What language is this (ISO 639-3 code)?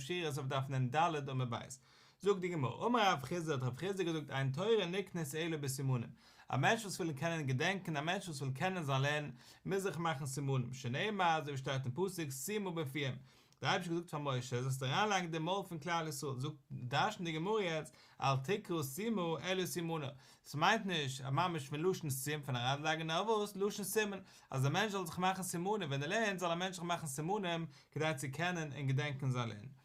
yid